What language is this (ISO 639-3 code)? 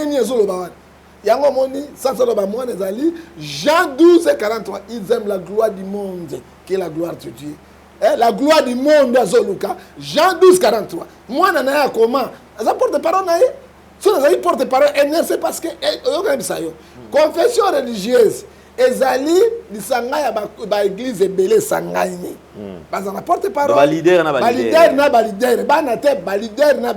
lin